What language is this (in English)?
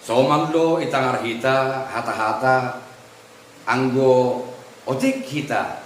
Batak Simalungun